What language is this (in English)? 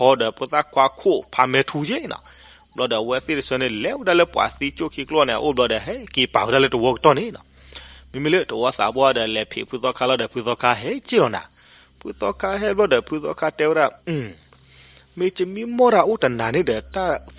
S'gaw Karen